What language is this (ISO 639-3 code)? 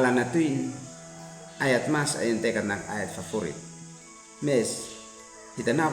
aoz